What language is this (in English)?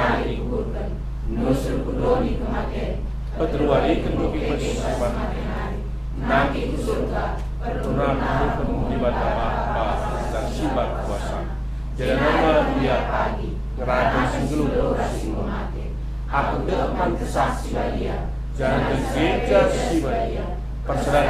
Batak Karo